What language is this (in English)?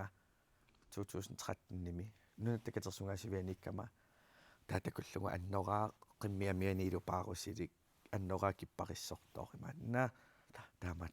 Kalaallisut